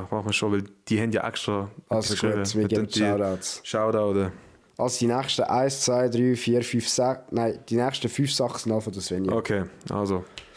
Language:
Swiss German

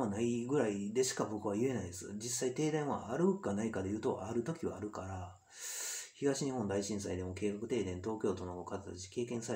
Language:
Japanese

